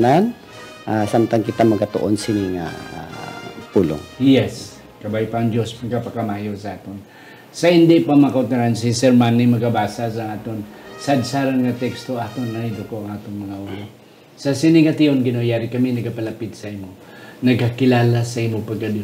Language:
Hiligaynon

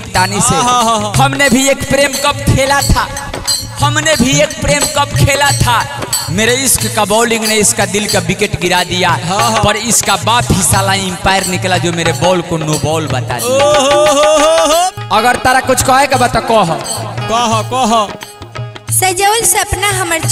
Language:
Bhojpuri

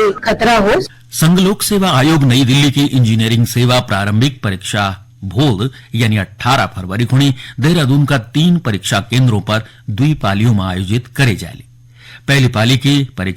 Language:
Garhwali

